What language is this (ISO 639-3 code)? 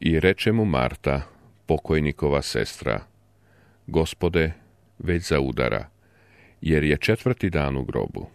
srp